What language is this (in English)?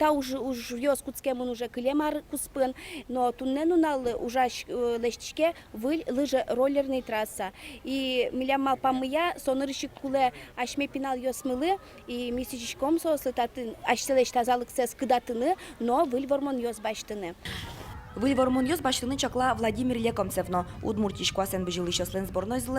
Udmurt